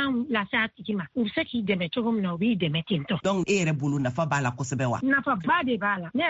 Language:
Bambara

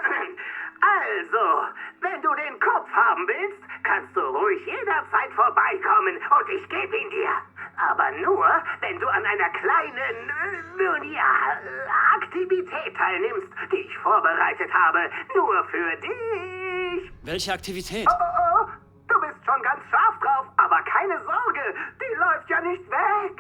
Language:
Bavarian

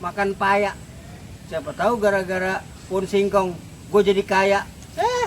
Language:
Betawi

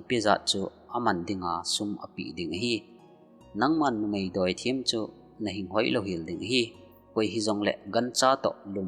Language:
Thado Chin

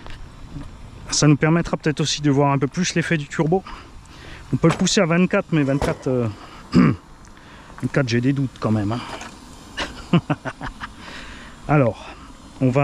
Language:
French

